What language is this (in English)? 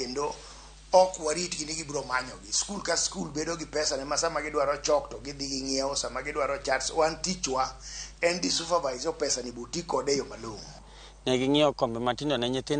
Luo (Kenya and Tanzania)